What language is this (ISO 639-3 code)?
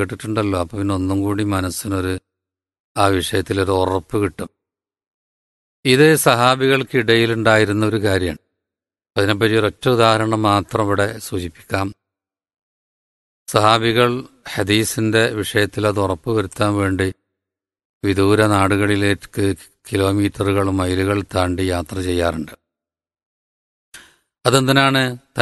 mal